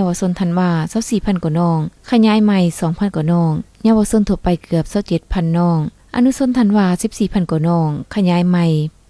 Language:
Lao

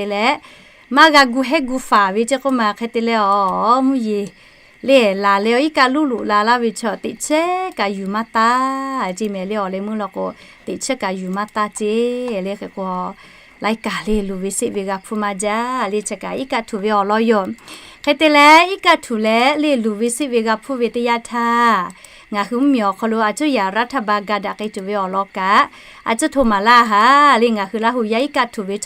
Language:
Lahu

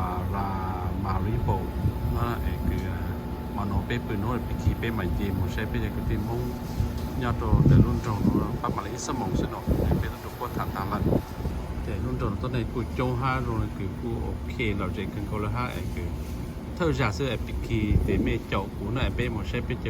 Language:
Hmong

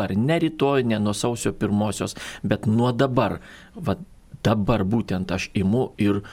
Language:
Lithuanian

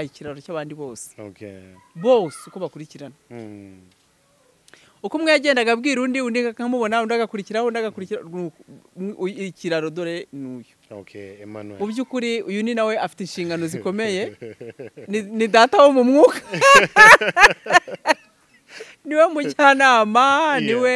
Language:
Kinyarwanda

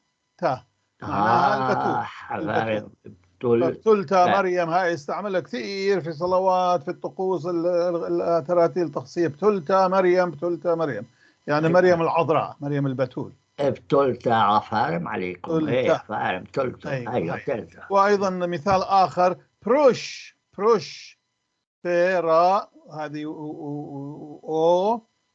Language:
North Levantine Arabic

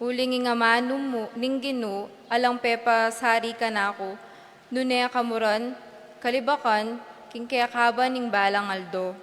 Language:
Pampanga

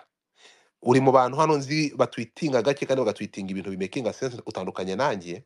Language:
Kinyarwanda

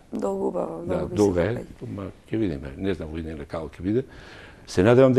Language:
Macedonian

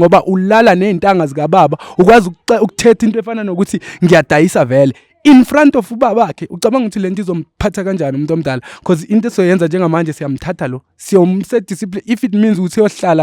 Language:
Zulu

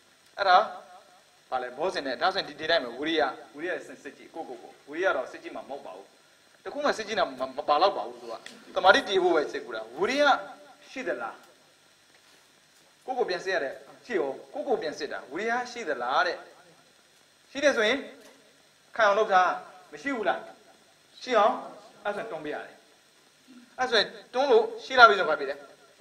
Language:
Burmese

